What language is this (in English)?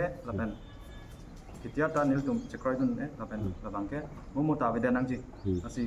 Karbi